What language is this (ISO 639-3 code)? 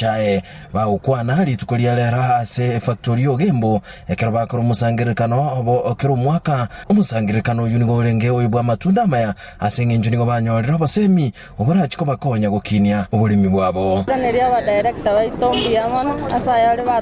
guz